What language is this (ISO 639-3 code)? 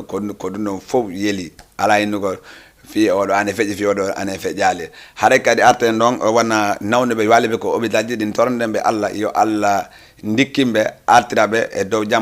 ful